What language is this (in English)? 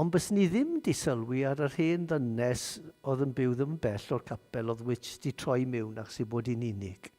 Welsh